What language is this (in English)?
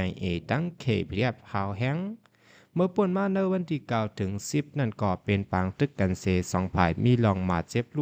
Shan